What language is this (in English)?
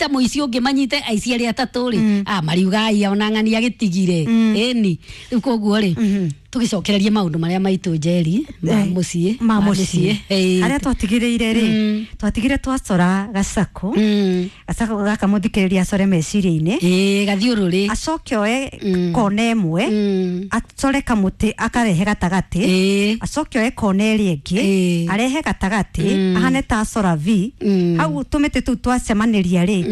Kikuyu